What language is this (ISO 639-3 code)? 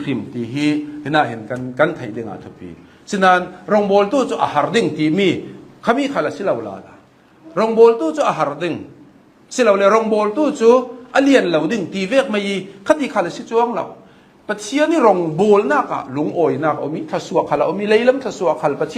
cnh